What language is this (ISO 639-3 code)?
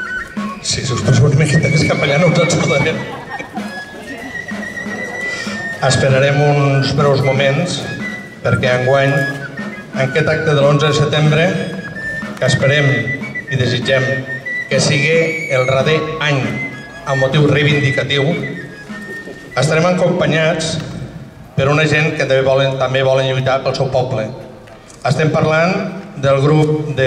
cat